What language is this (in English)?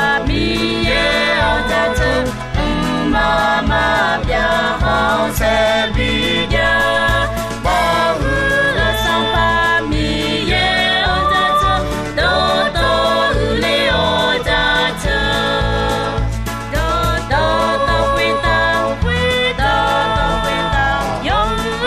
Akha